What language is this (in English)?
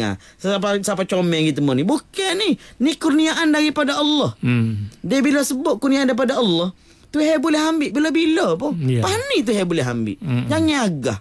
Malay